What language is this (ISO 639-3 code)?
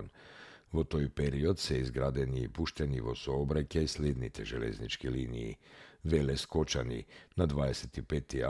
mkd